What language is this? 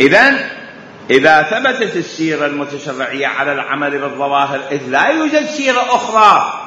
Mesopotamian Arabic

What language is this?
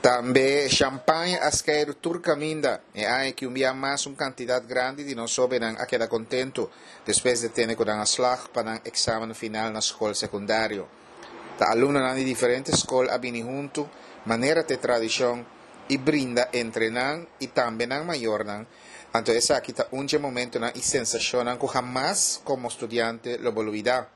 Papiamento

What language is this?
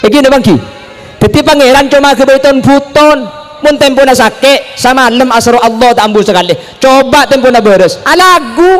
Madurese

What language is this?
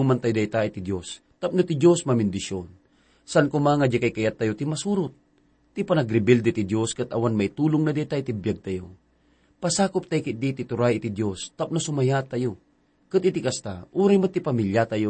Iloko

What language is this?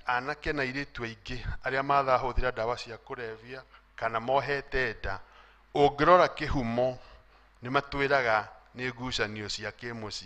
Kikuyu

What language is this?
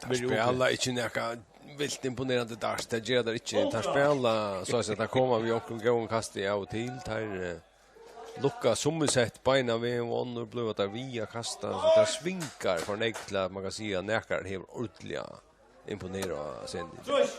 Faroese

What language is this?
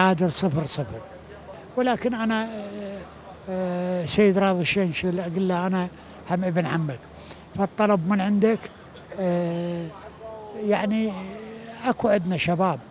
Mesopotamian Arabic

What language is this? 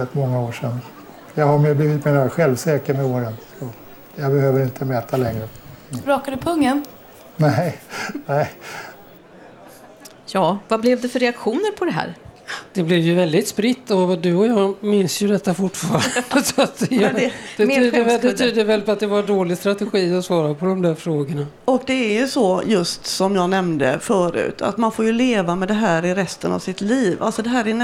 Swedish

